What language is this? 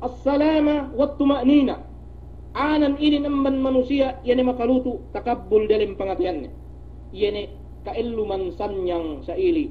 Yakan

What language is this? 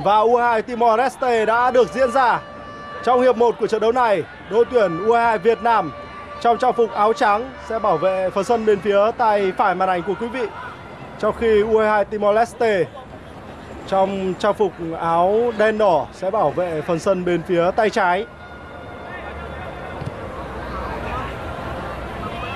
Vietnamese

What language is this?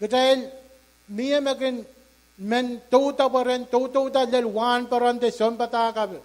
Pohnpeian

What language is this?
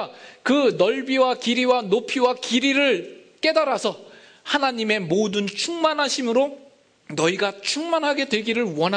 Korean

